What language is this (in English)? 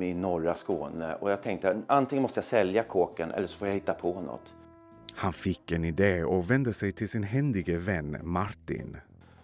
Swedish